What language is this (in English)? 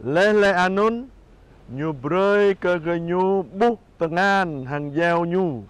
Jarai